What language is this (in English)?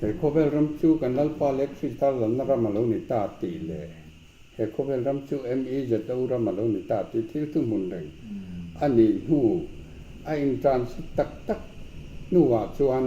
Mizo